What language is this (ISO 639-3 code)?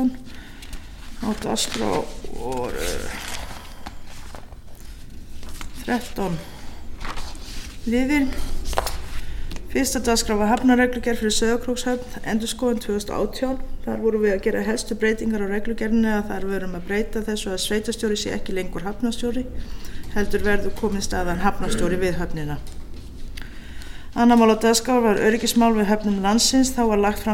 isl